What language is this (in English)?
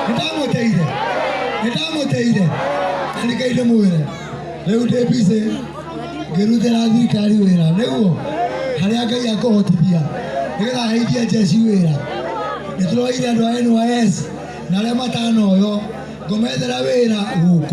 Kikuyu